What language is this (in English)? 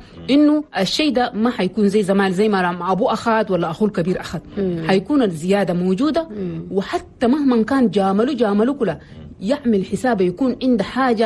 Chadian Arabic